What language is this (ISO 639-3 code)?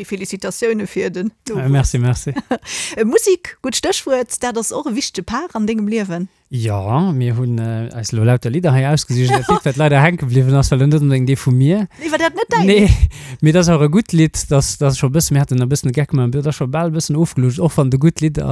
ltz